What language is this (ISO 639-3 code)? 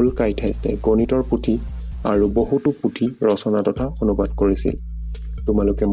asm